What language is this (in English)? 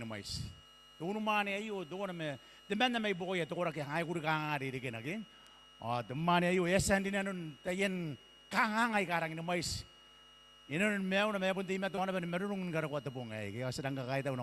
Gilbertese